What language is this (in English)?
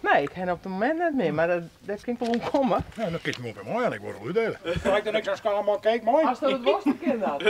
Western Frisian